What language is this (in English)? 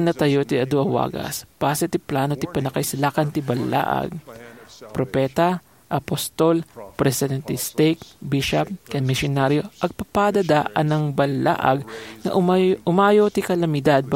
Iloko